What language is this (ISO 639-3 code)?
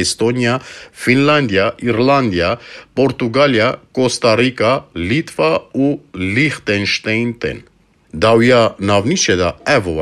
kur